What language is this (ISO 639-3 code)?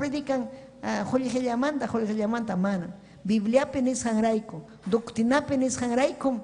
quy